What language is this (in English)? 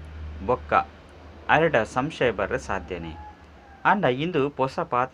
Tulu